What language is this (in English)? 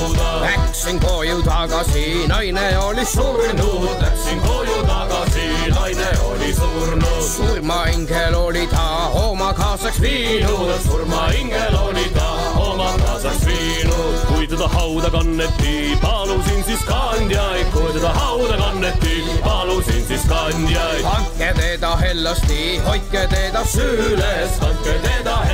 Estonian